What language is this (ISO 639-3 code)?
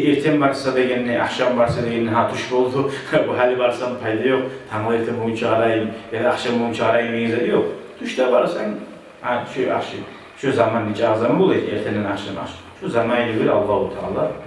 kum